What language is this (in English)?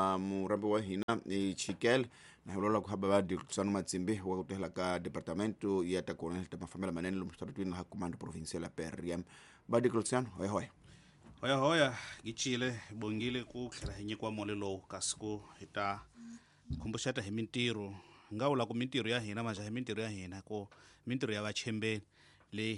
Tsonga